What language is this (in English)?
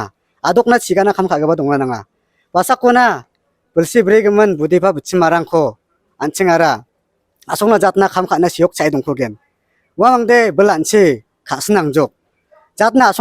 Garo